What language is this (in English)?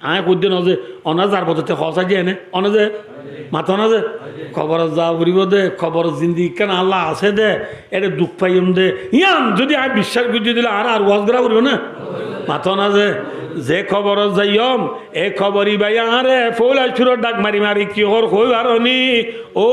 Rohingya